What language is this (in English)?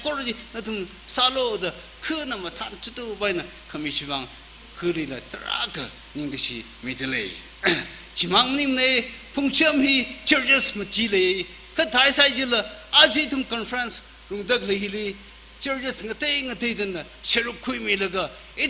Tangkhul Naga (India)